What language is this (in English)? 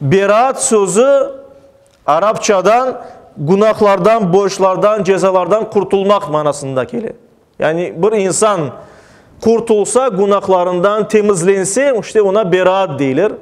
Crimean Tatar